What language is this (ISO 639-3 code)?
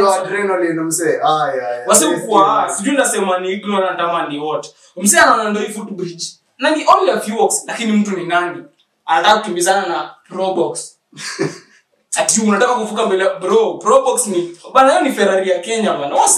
swa